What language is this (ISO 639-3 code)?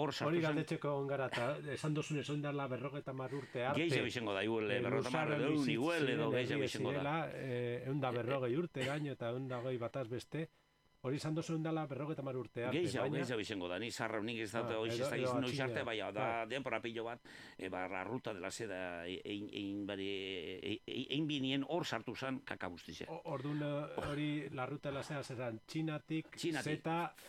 eus